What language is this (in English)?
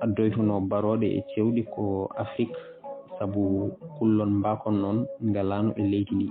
Fula